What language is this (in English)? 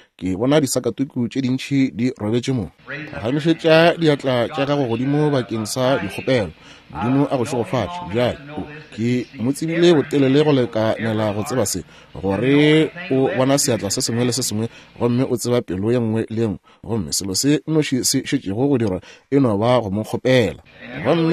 Northern Sotho